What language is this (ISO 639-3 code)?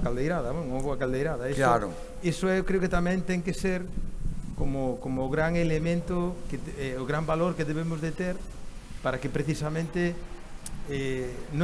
glg